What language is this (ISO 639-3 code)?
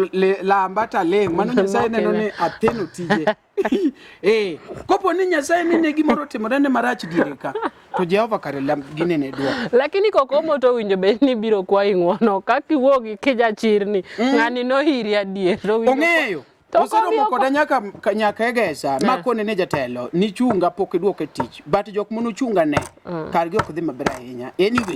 luo